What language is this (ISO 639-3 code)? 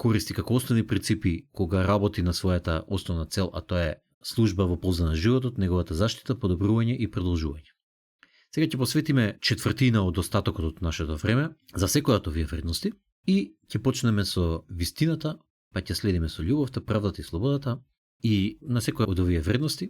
mkd